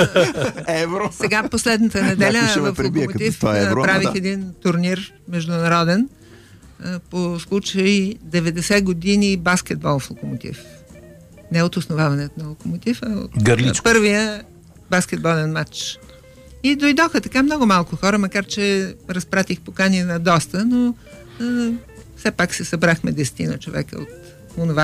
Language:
Bulgarian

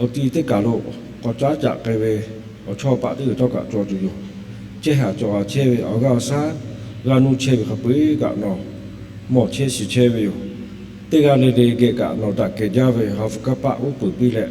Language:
Lahu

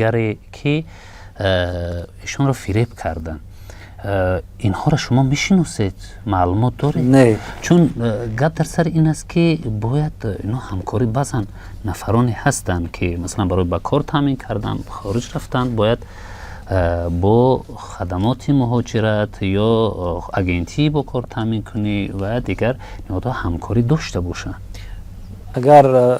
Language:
Tajik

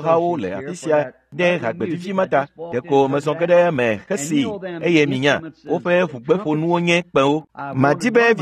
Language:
Ewe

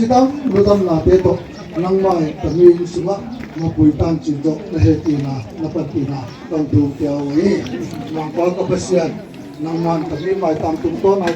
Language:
Tedim Chin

